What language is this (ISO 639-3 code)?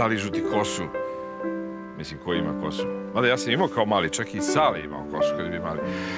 srp